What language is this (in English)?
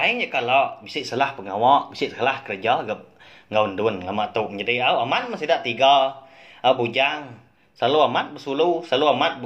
Iban